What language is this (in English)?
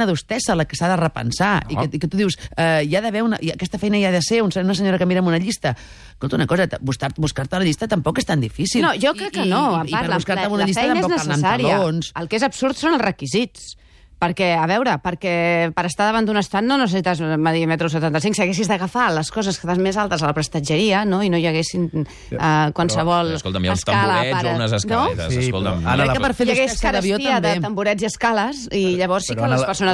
Catalan